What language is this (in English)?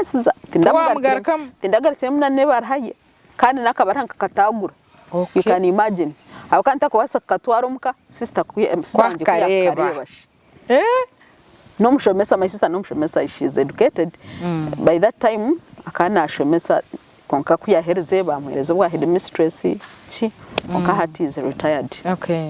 Nyankole